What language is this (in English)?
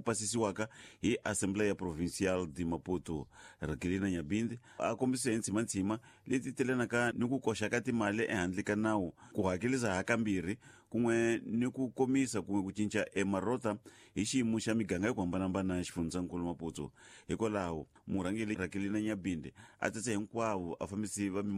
Tsonga